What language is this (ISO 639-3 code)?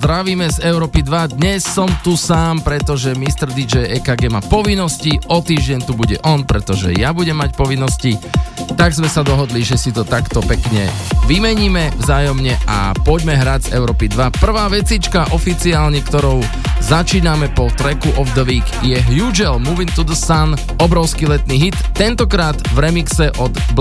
slk